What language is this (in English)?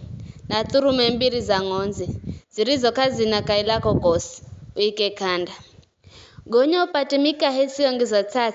Giryama